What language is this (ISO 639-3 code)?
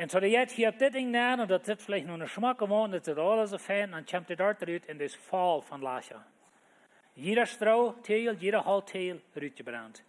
pdt